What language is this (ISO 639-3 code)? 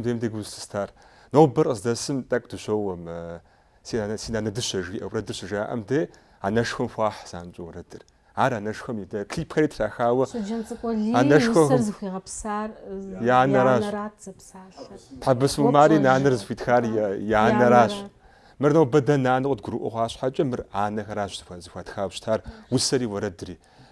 kbd